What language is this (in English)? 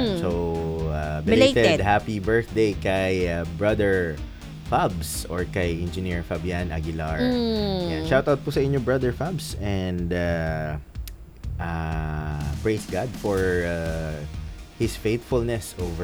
Filipino